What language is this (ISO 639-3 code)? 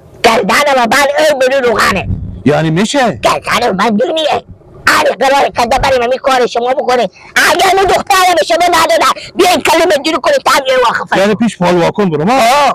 fas